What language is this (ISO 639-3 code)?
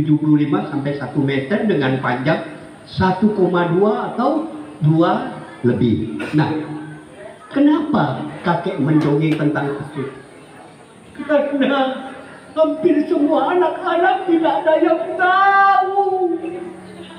ind